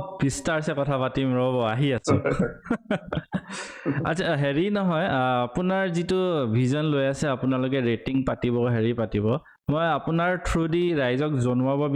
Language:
Assamese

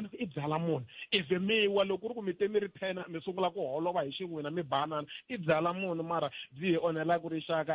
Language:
Tsonga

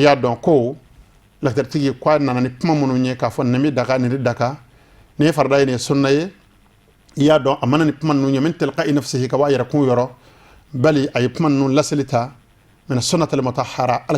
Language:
Bambara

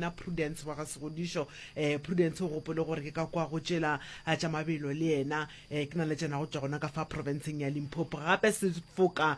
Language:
Northern Sotho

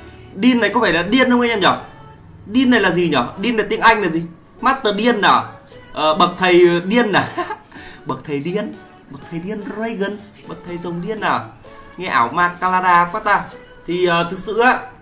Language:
Vietnamese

